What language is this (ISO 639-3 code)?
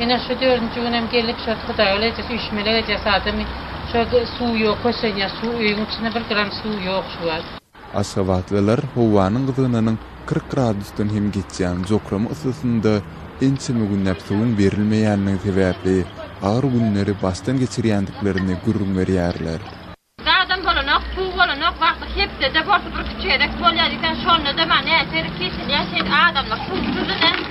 tuk